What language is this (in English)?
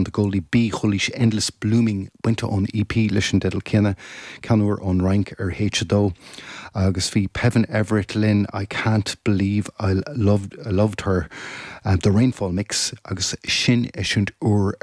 Irish